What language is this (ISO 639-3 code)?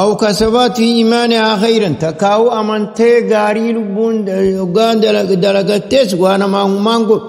orm